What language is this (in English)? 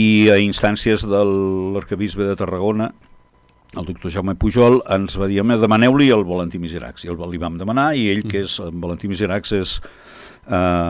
Catalan